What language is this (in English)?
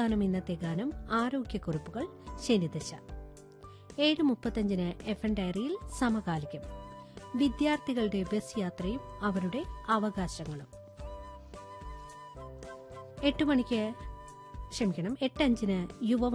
Malayalam